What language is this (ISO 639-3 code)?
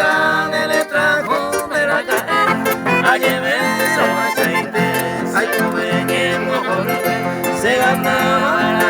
grn